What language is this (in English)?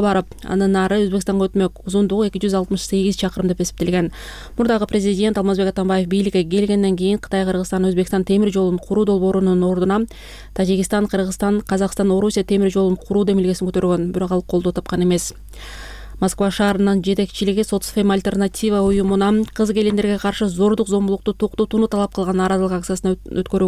Kyrgyz